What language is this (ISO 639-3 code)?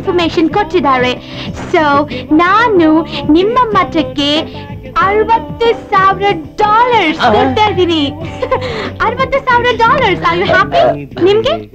kan